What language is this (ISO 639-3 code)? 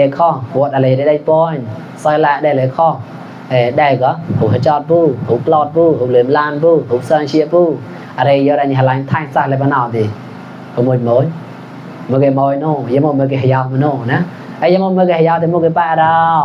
mnw